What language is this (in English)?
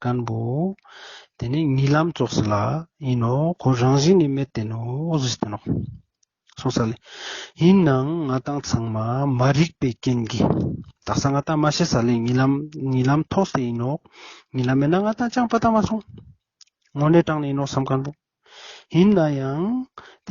Ladakhi